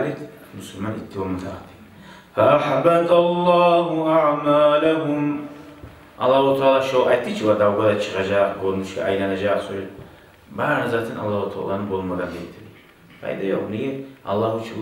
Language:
Kumyk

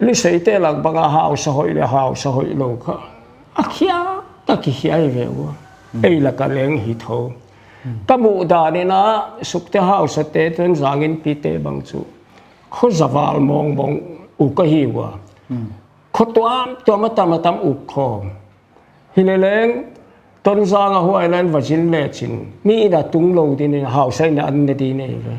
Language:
Paite Chin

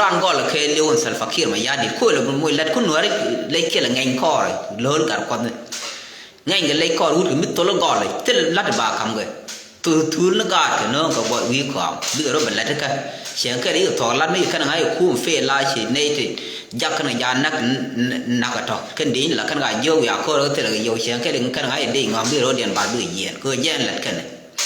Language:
Nuer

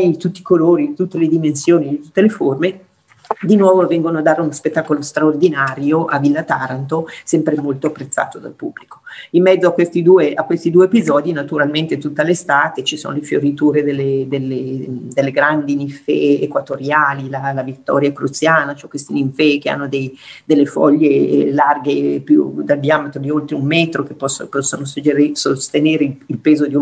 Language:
Italian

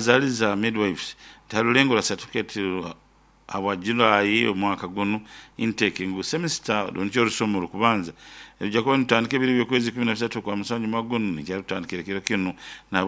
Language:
Nyoro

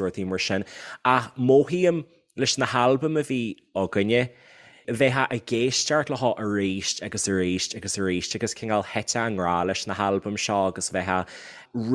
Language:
Irish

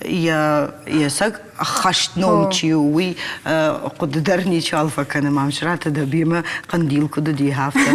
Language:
Ossetic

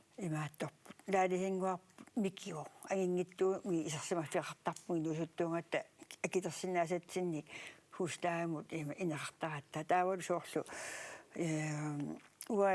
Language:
Kalaallisut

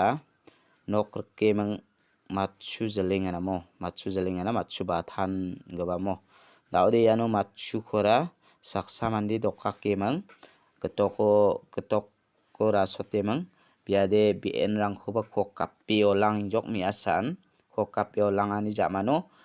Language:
Garo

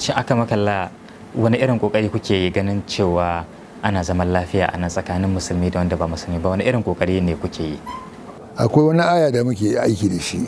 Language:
Hausa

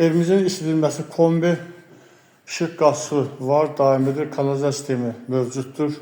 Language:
Azerbaijani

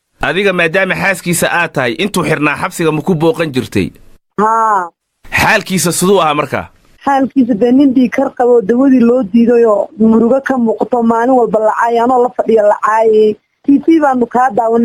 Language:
Somali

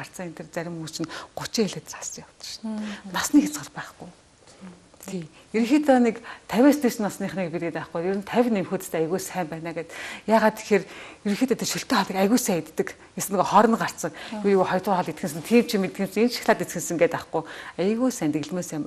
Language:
Mongolian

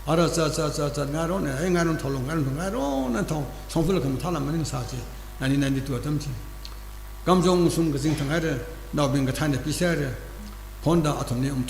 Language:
Tangkhul Naga (India)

